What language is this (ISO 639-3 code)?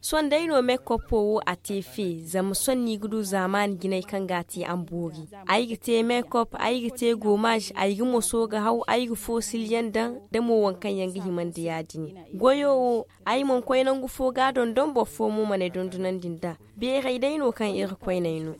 dje